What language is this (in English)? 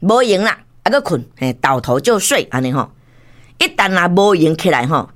Min Nan Chinese